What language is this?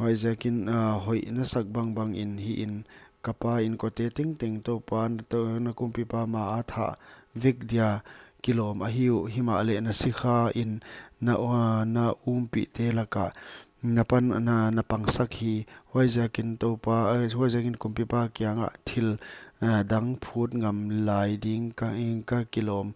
Paite Chin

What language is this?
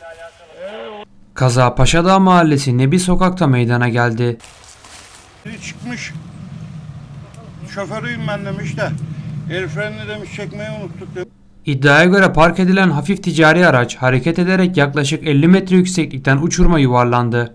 Turkish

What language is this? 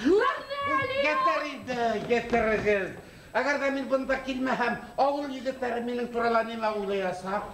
Bashkir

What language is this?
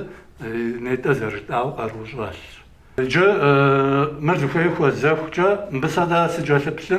Kabardian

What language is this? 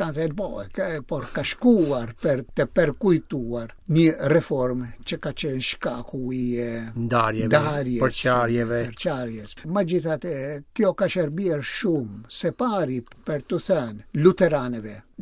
Albanian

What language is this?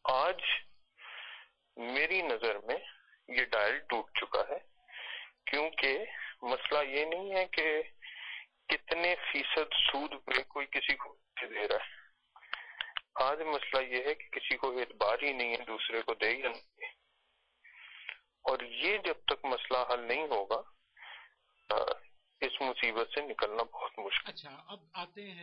Urdu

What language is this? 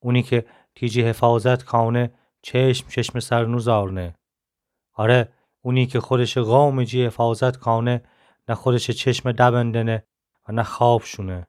Gilaki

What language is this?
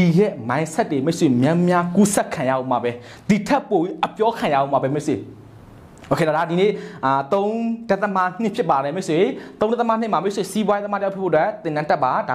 Burmese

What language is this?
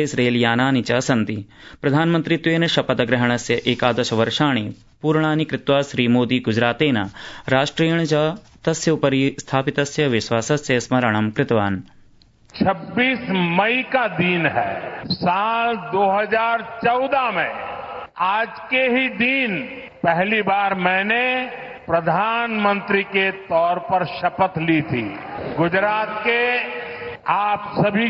Sanskrit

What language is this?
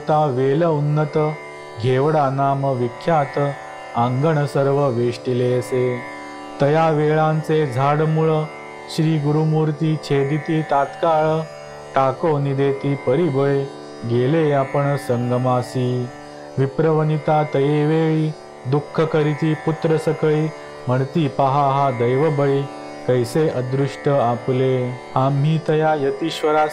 Marathi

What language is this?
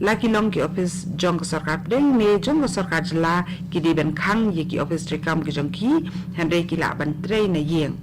Khasi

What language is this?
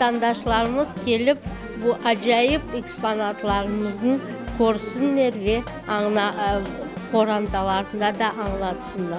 Crimean Tatar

